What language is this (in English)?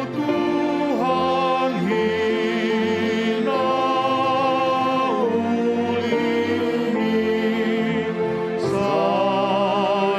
Batak Toba